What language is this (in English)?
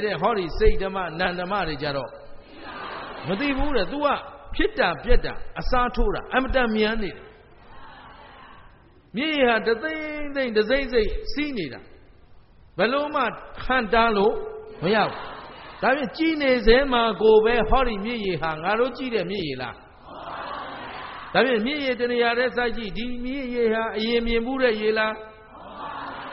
Burmese